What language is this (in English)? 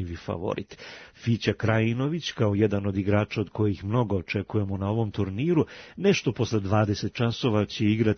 Serbian